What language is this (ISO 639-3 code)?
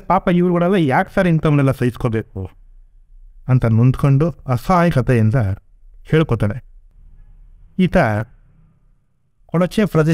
kan